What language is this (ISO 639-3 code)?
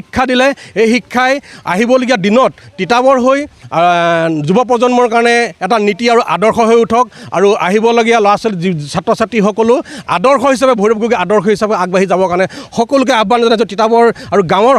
asm